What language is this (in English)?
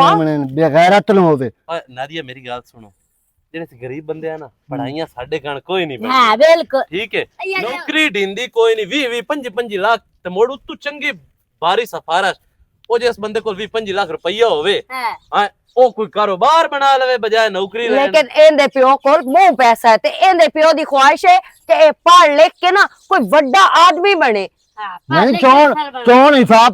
Western Panjabi